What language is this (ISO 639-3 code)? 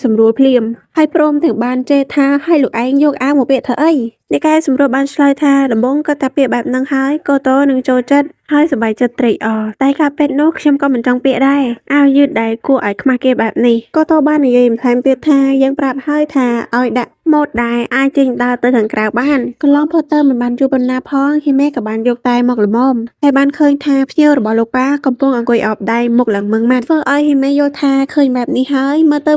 khm